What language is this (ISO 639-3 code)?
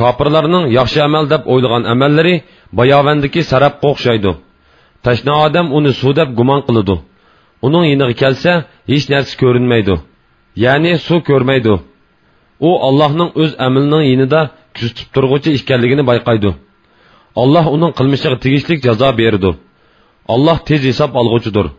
uig